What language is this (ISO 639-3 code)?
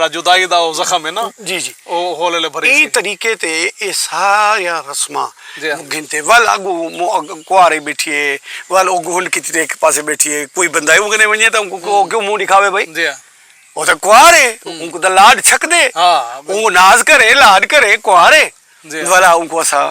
skr